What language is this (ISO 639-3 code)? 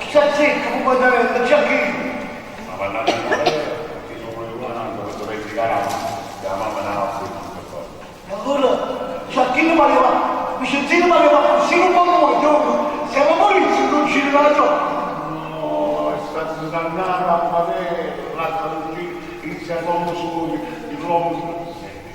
nap